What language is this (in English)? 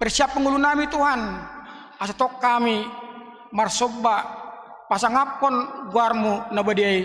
Batak Toba